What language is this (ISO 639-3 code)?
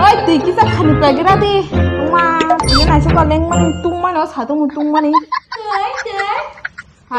trp